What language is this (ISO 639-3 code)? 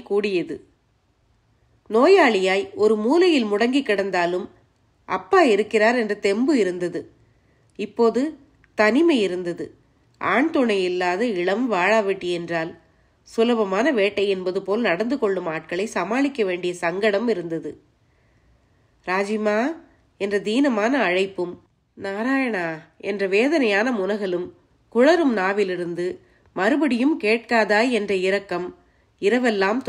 tam